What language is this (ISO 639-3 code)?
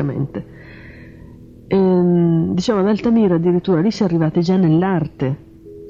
ita